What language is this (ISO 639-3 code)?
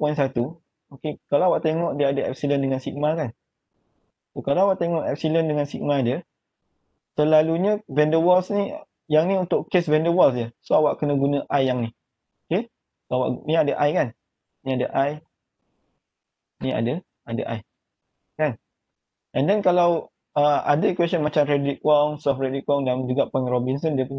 msa